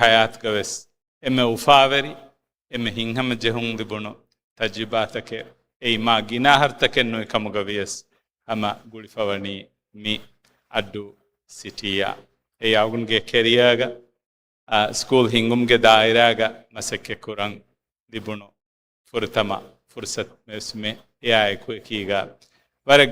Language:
Divehi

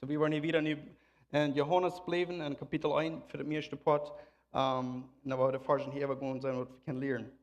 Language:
Plautdietsch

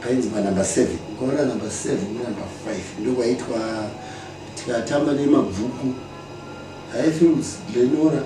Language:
Shona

